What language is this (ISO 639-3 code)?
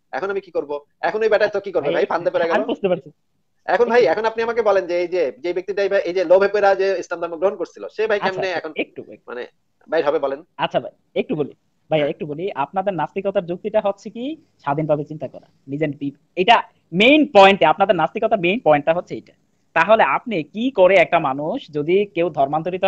ben